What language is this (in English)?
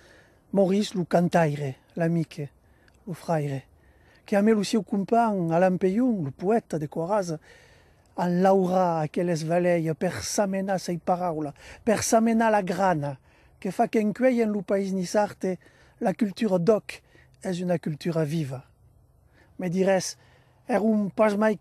Occitan